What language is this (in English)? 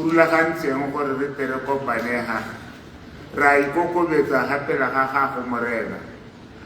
Tswana